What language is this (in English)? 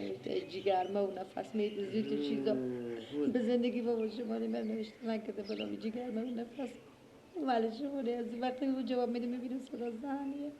Persian